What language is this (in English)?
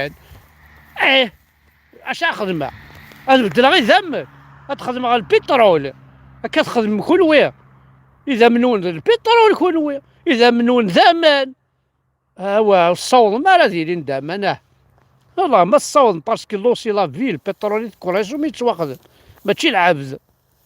Kabyle